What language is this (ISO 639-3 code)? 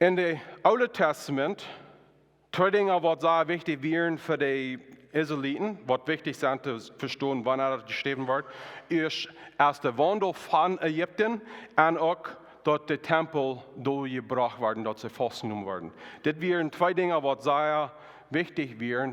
pdt